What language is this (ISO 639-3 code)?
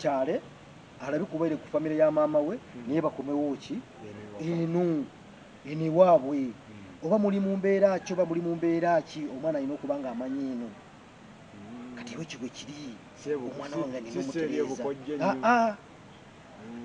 lug